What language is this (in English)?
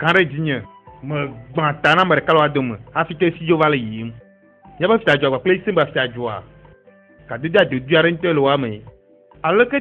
Ewe